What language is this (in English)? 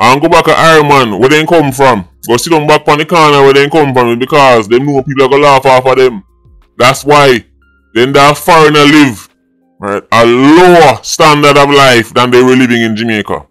Jamaican Creole English